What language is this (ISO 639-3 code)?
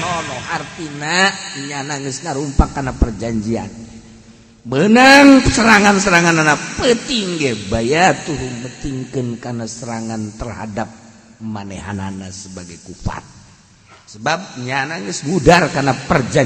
sun